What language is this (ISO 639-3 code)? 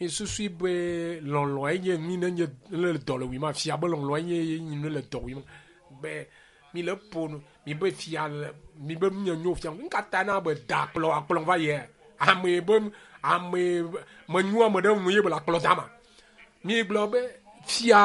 ewe